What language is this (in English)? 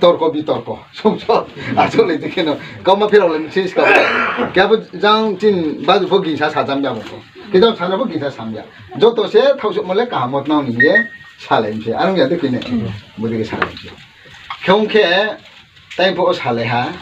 Riang (India)